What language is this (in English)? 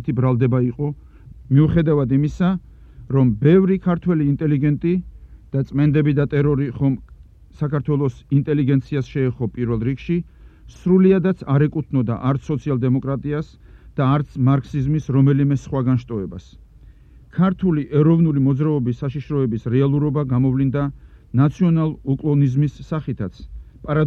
Georgian